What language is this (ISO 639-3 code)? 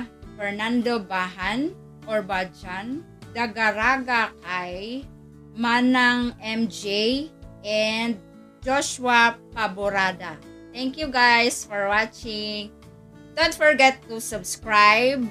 ceb